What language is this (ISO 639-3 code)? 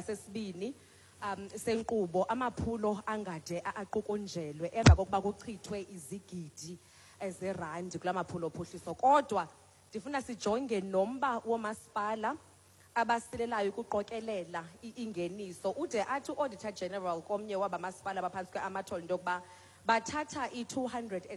xho